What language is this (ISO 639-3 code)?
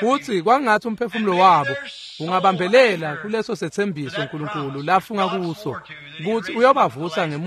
ssw